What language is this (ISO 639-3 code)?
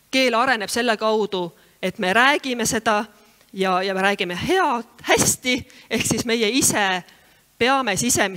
est